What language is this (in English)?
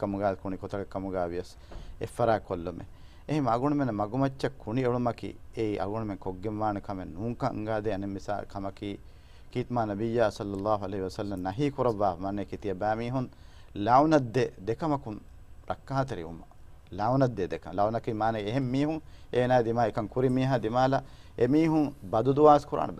Divehi